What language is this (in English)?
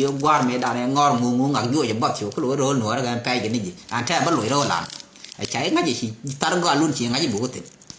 Nuer